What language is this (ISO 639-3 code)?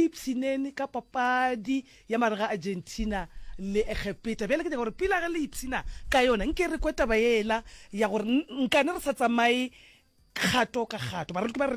nso